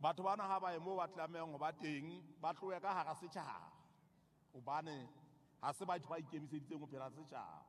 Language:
Southern Sotho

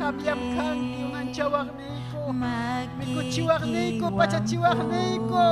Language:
Ayacucho Quechua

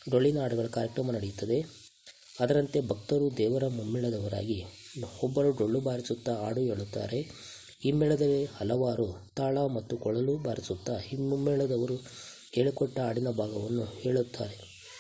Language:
Kannada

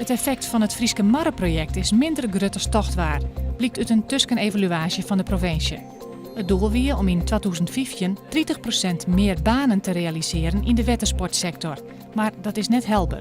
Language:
Western Frisian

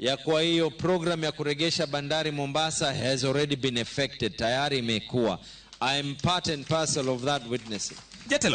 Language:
Luo (Kenya and Tanzania)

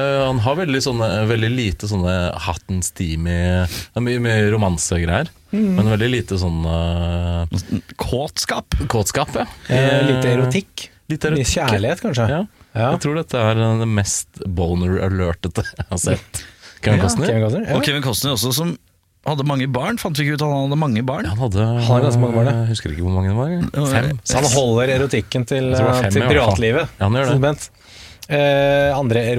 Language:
Norwegian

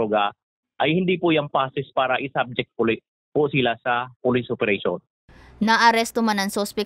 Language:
Bikol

